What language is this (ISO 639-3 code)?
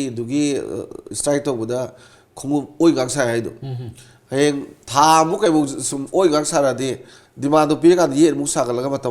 mni